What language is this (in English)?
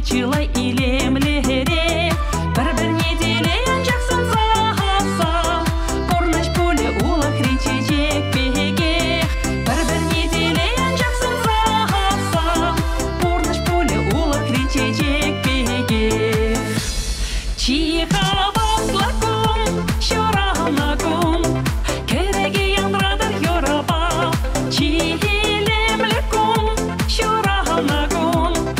Chuvash